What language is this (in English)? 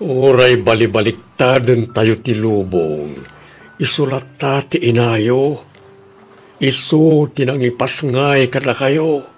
Iloko